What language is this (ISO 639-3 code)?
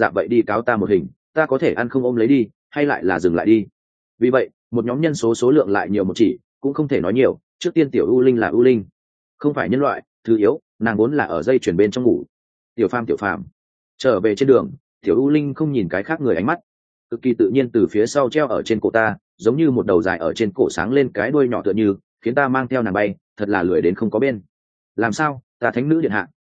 vie